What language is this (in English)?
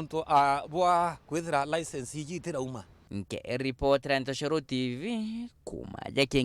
Meru